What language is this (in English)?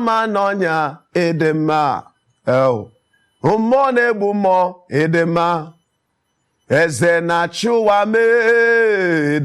Igbo